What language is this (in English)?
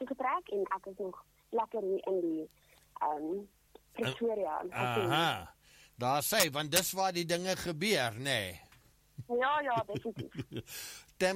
Afrikaans